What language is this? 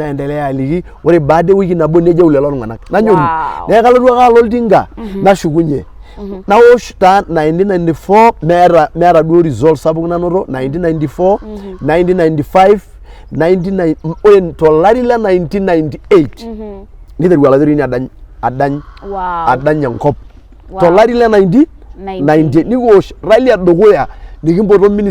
Masai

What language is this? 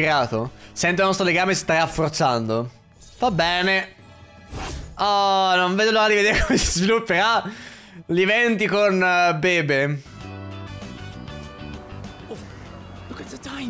Italian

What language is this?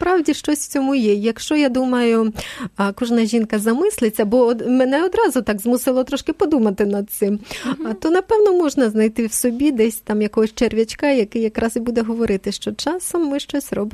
Ukrainian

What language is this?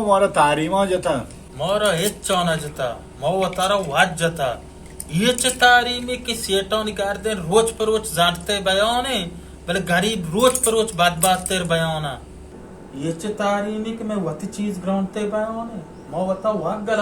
Baluchi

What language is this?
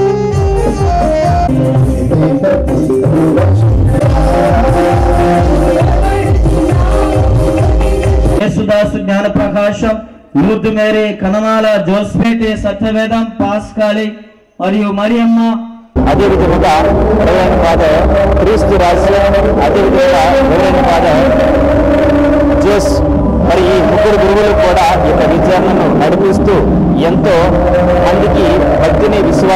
Telugu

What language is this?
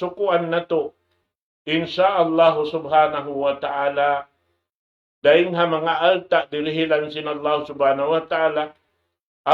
Tausug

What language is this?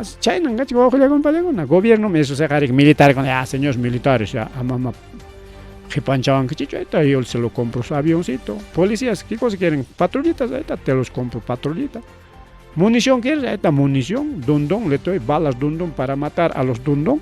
Ayacucho Quechua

